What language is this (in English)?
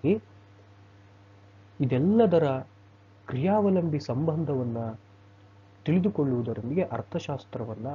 Kannada